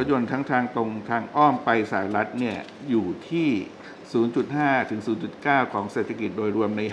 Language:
Thai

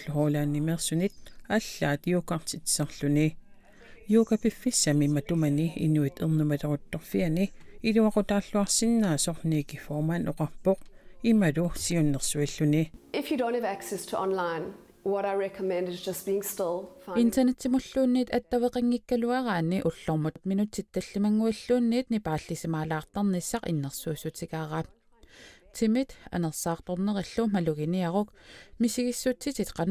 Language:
Kalaallisut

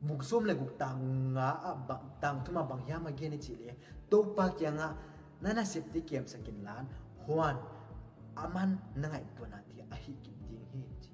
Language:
Paite Chin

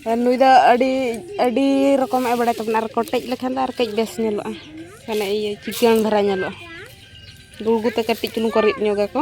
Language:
Santali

